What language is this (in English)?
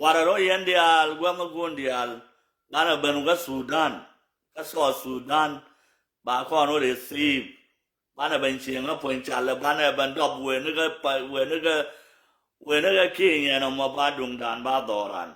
Nuer